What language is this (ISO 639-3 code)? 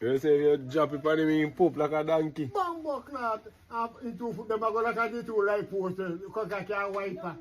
jam